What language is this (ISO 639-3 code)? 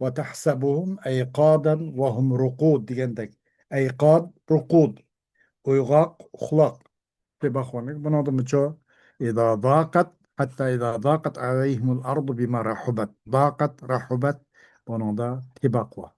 uig